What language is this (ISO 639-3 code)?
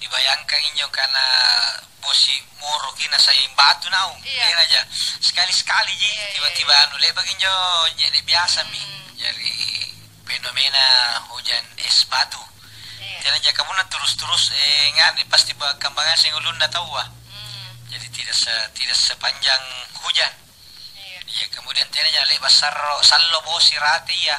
mak